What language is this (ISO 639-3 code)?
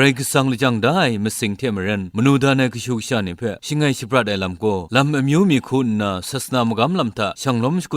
kac